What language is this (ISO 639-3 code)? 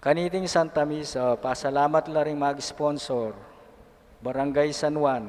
pam